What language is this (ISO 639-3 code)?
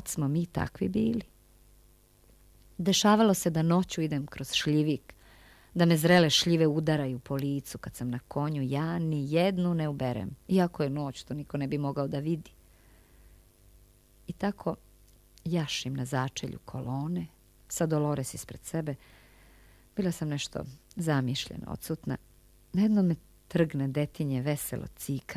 srp